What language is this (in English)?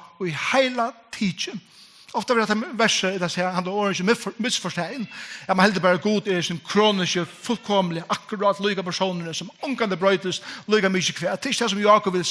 Faroese